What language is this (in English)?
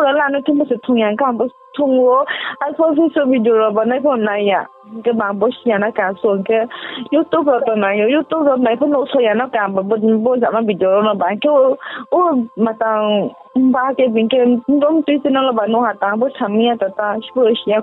Riang (India)